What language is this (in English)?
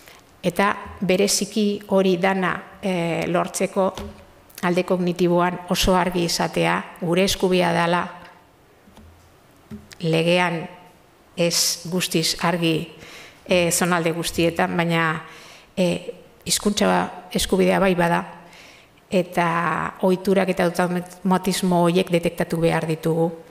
Basque